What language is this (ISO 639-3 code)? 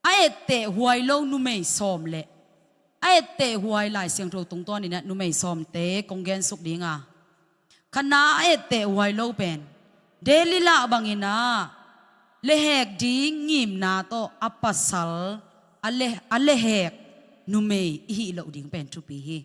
ctd